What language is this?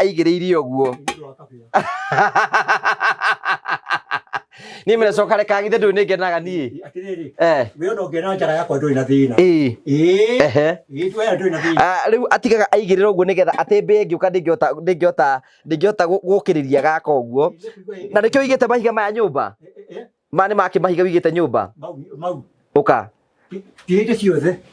Kikuyu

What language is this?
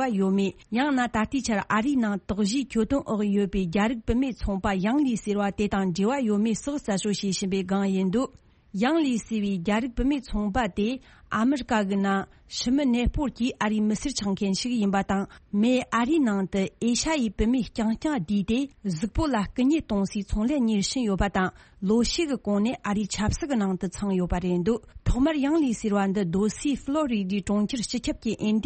Tibetan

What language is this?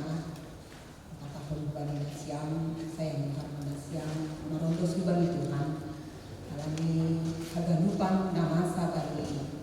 Batak Simalungun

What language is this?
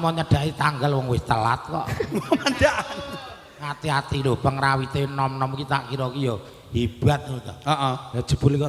Javanese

